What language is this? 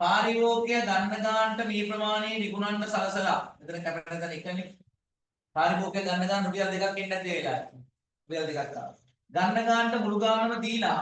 Sinhala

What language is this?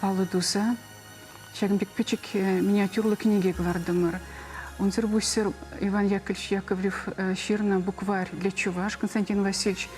Chuvash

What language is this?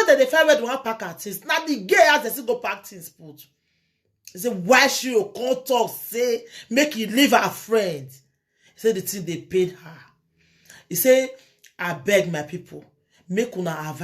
Nigerian Pidgin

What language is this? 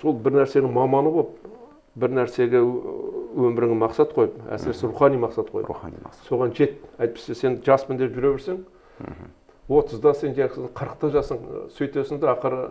Kazakh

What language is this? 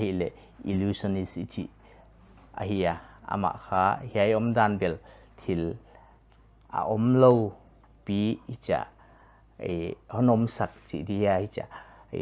Paite Chin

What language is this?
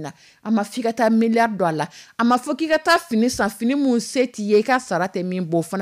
Dyula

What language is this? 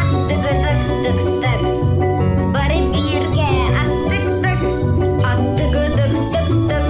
Yakut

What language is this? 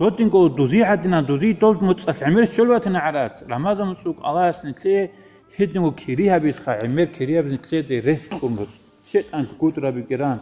Avaric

